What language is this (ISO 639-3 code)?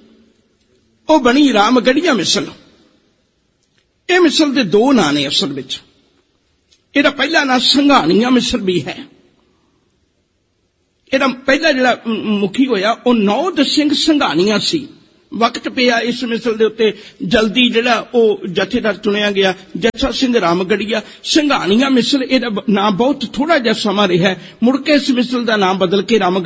pan